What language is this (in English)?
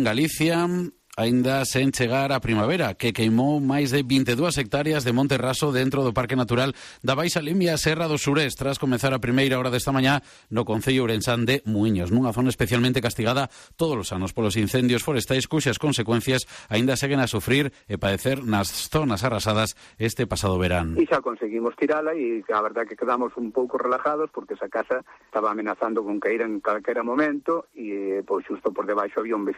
Galician